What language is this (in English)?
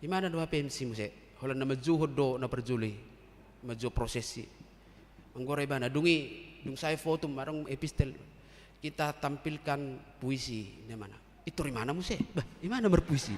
Batak Toba